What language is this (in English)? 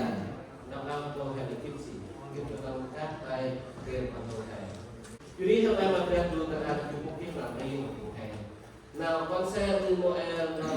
Central Mnong